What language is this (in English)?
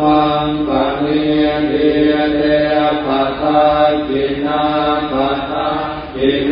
Pali